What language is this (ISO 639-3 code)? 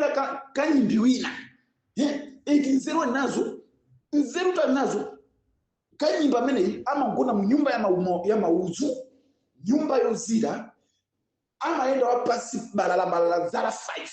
nya